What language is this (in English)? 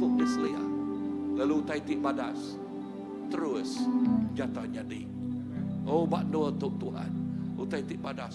Iban